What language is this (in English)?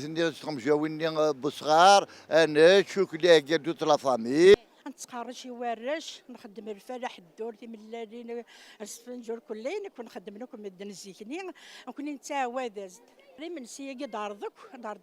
Kabyle